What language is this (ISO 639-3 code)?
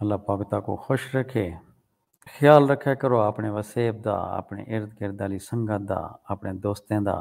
skr